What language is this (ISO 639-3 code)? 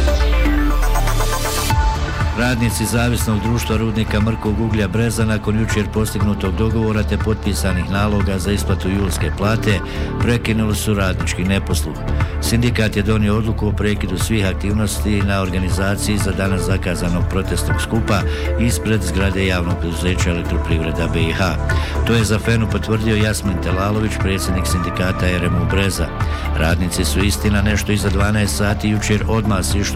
bos